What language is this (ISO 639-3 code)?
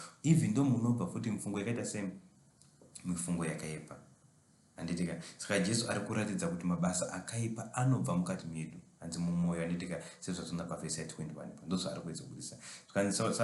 sna